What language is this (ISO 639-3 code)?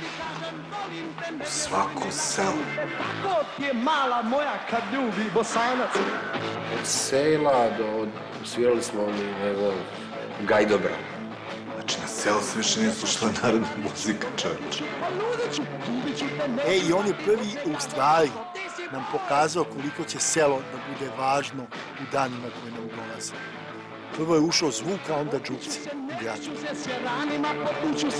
srp